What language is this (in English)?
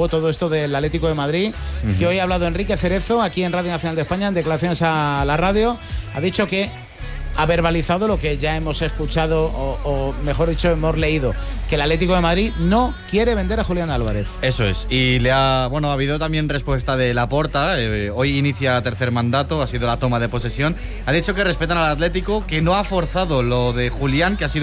Spanish